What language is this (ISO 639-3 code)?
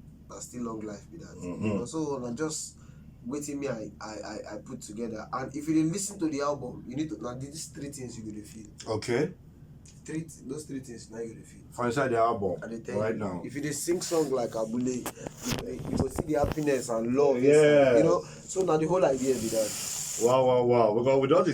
pcm